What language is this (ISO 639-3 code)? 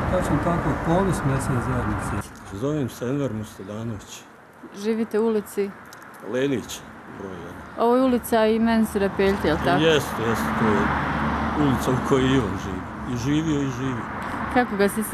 bos